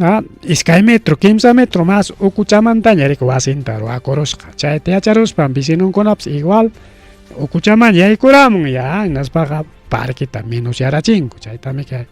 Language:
Ayacucho Quechua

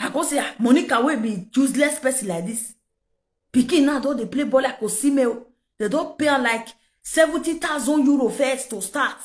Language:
Nigerian Pidgin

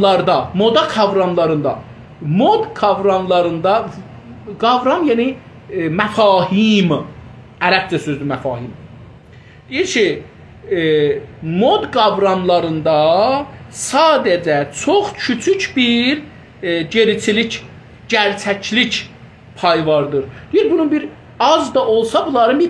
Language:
South Azerbaijani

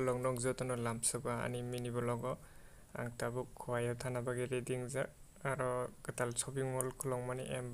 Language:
Kok Borok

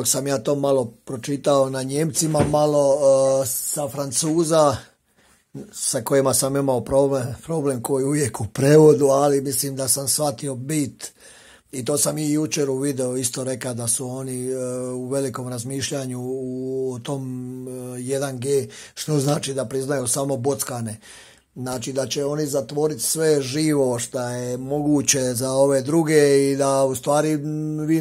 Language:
Croatian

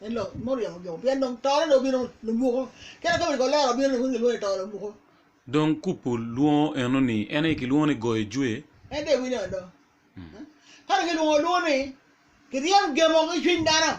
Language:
Acoli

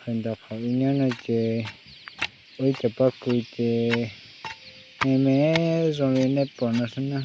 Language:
Hmong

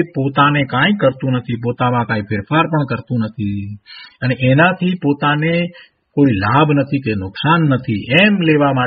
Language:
Gujarati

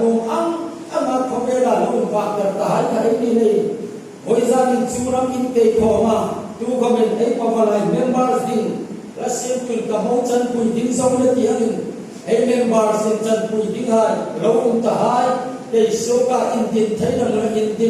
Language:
Hmar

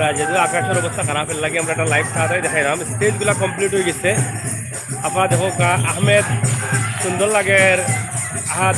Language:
Sylheti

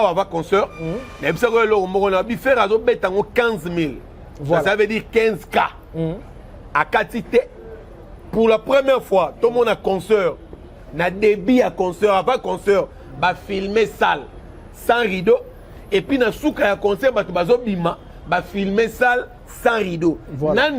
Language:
Lingala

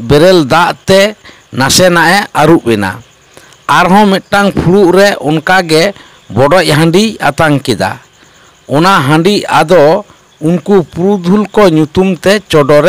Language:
Santali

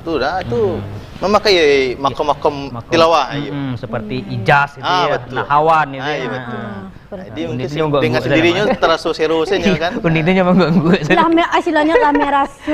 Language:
Minangkabau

